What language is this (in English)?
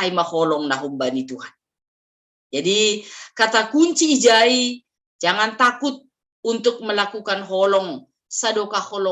Batak Simalungun